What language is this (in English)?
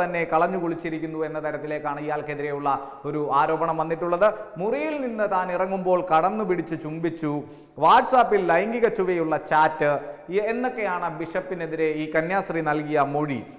Malayalam